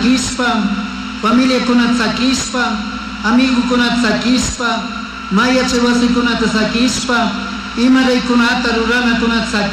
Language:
Chimborazo Highland Quichua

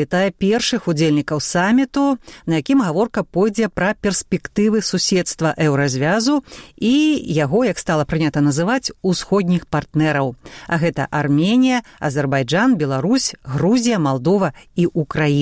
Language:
Belarusian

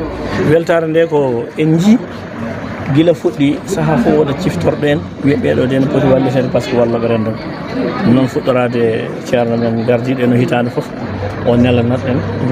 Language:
Fula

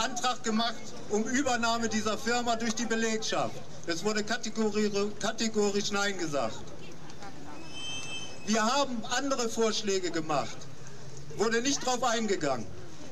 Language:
German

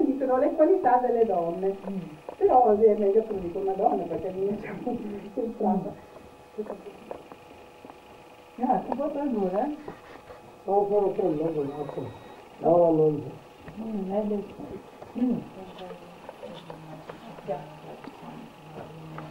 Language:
Italian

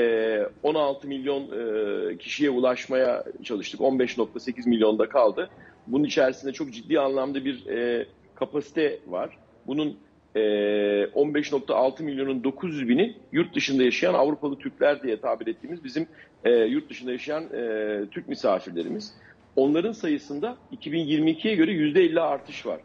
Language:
Turkish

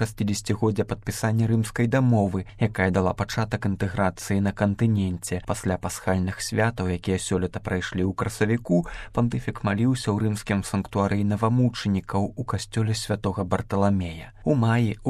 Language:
Belarusian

